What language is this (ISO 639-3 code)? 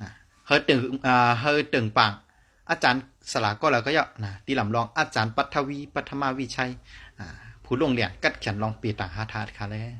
shn